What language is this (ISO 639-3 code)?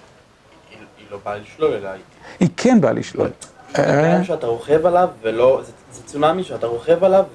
heb